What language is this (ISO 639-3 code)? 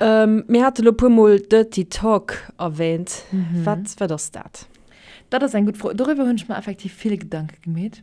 ltz